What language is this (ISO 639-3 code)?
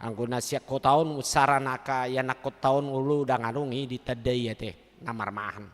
bbc